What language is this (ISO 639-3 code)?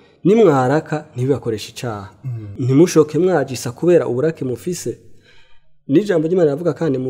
run